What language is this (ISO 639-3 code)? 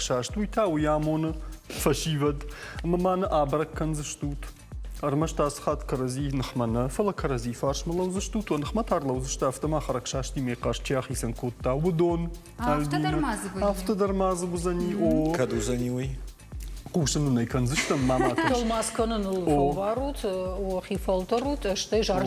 oss